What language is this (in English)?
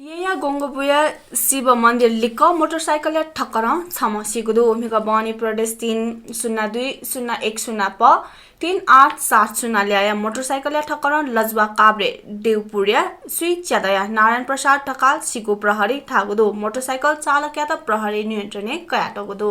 Newari